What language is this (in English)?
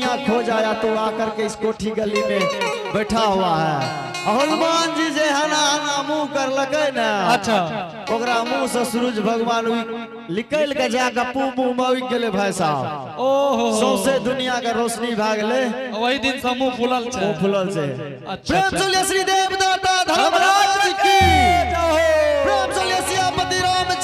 Angika